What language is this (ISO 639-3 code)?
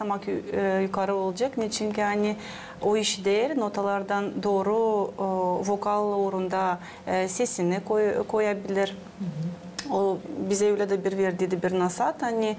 gag